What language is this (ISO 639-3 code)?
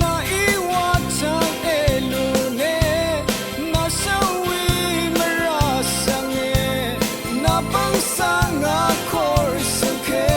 raw